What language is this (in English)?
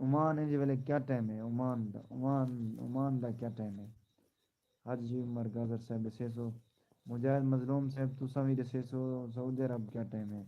Saraiki